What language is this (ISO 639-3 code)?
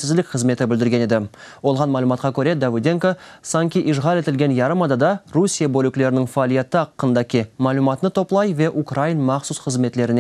crh